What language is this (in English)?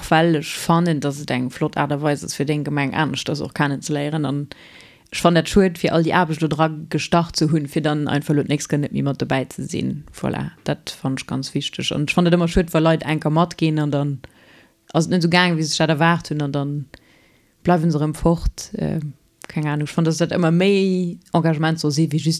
Luxembourgish